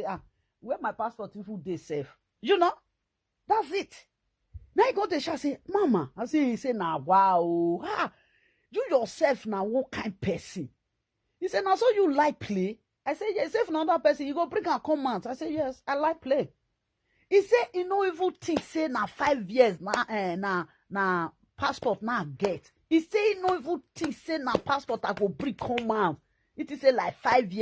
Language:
Nigerian Pidgin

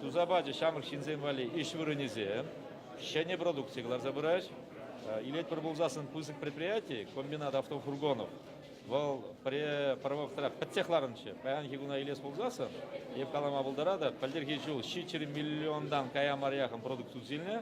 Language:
Chuvash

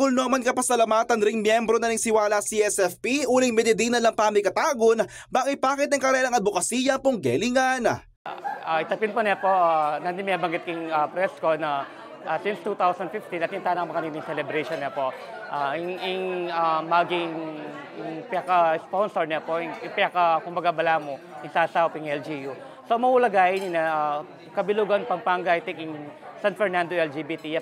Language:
Pampanga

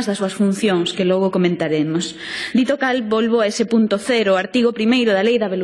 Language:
Galician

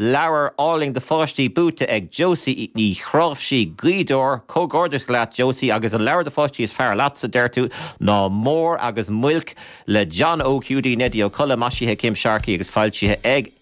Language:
Irish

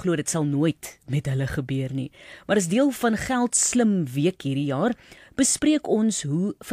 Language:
Afrikaans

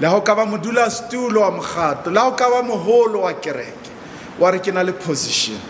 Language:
Southern Sotho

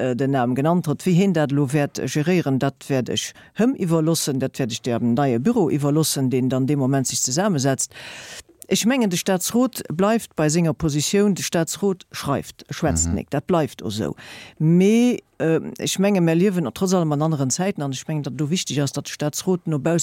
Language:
Luxembourgish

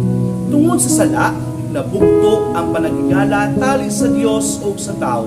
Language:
Cebuano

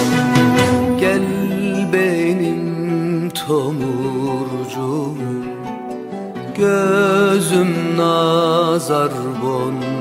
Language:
Turkish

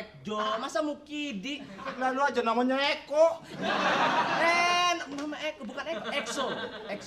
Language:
Betawi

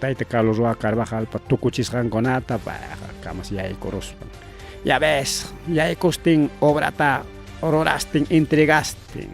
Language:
Ayacucho Quechua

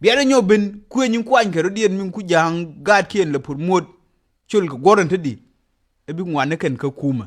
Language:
Nuer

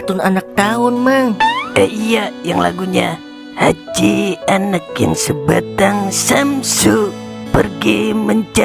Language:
Betawi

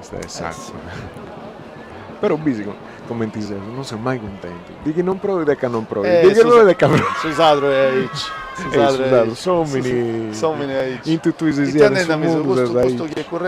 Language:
Sardinian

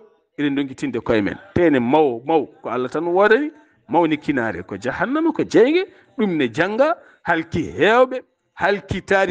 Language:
Fula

